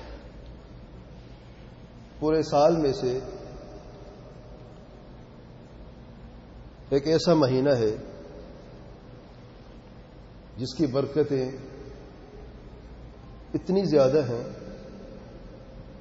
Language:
Urdu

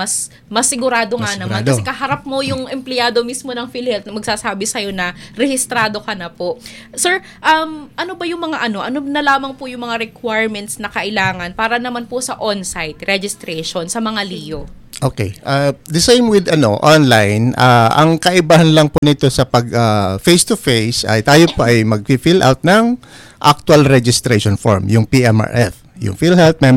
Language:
Filipino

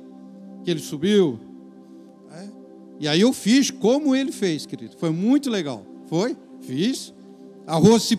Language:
Portuguese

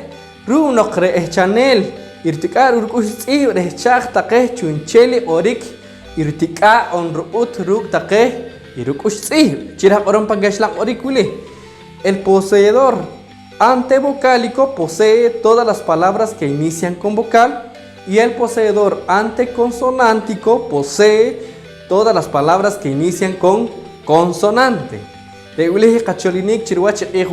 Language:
Poqomchi'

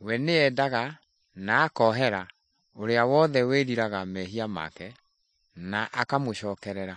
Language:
Kikuyu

